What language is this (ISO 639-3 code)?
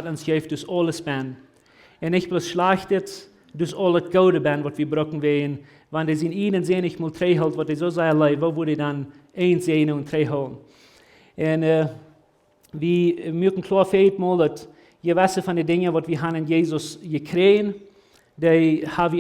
pdt